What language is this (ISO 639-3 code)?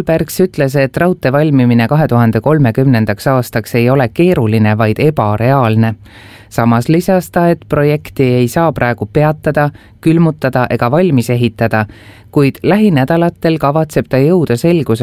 est